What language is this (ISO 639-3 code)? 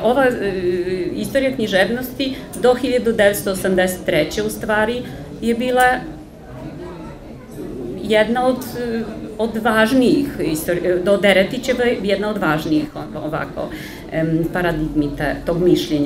srp